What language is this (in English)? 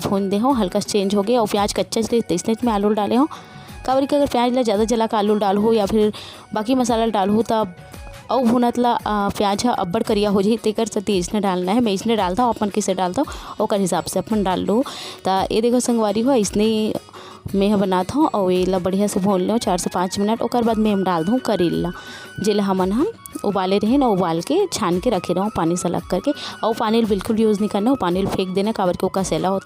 Chhattisgarhi